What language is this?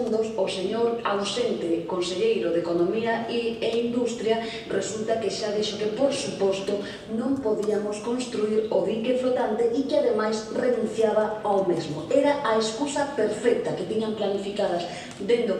Galician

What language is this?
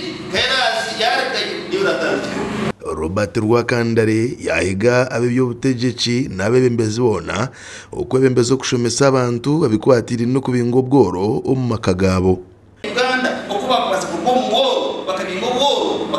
Nyankole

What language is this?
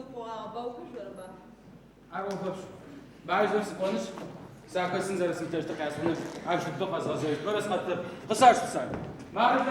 Adyghe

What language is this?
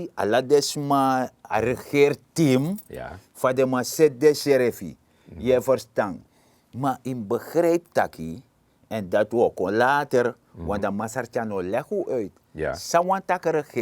Sranan Tongo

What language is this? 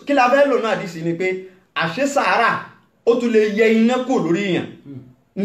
Yoruba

